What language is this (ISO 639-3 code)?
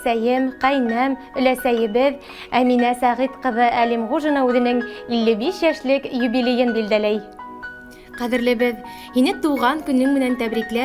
bak